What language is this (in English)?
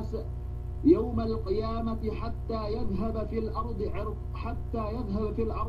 Yakan